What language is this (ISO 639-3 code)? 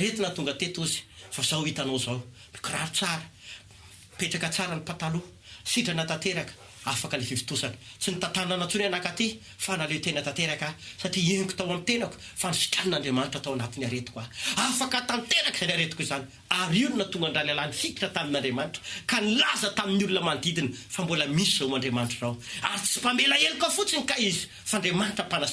mlg